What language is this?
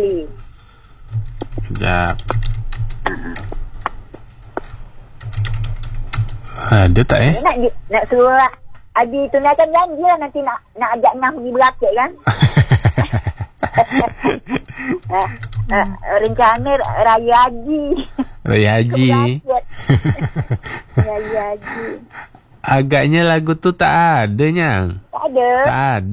Malay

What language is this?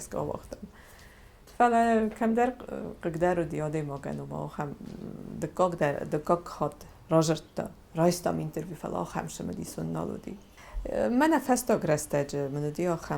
Ossetic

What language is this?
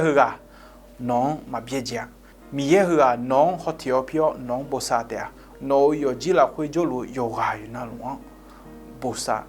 Akha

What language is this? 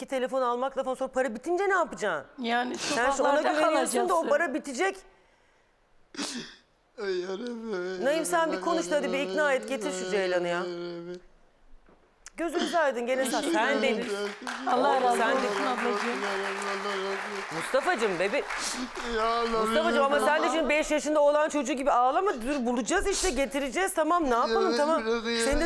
Turkish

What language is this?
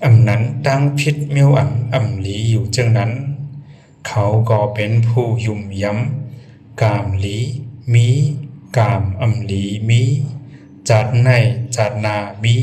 Shan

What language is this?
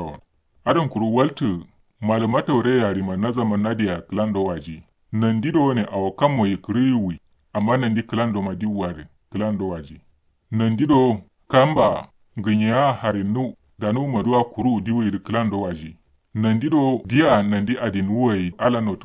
Kanuri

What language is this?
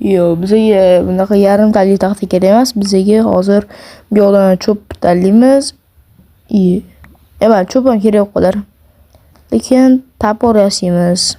Uzbek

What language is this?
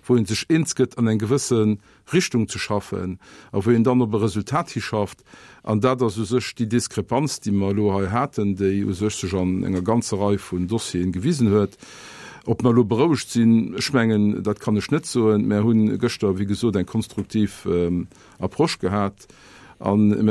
Luxembourgish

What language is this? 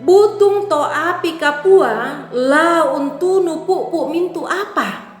Toraja-Sa'dan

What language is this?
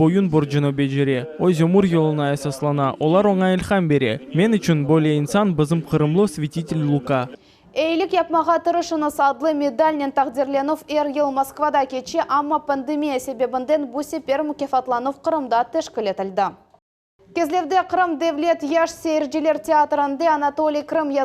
Crimean Tatar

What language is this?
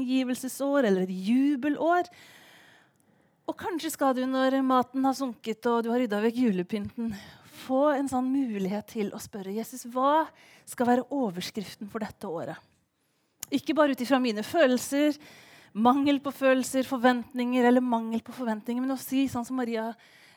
Norwegian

